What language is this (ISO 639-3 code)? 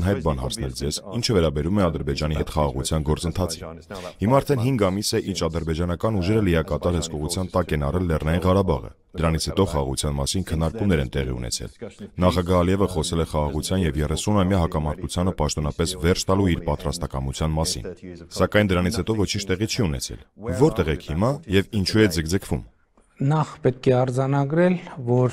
hye